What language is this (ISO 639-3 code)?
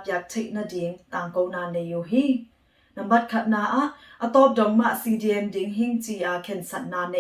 ctd